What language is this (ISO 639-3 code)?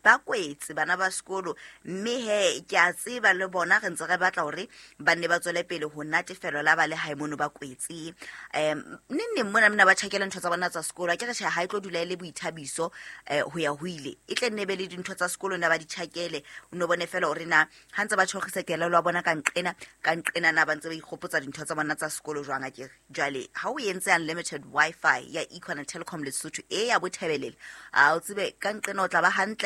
sot